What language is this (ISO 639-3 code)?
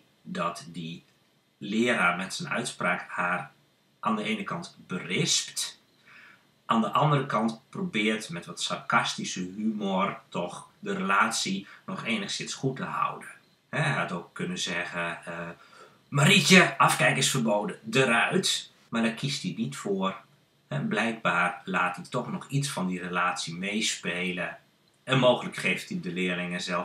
nld